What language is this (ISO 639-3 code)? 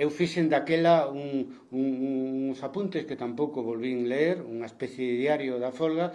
glg